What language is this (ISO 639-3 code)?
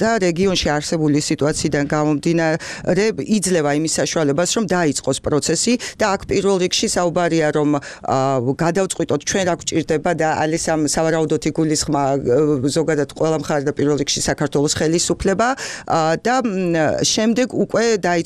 kat